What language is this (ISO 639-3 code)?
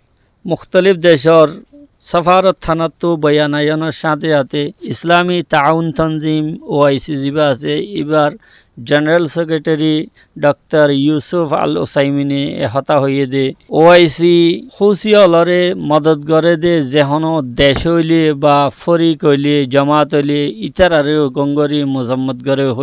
rhg